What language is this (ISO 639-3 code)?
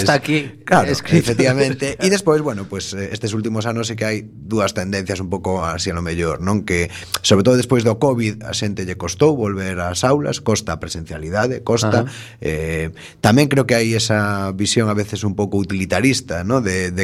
glg